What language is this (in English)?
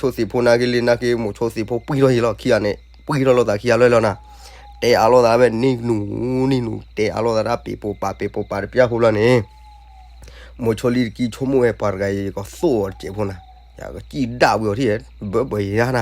S'gaw Karen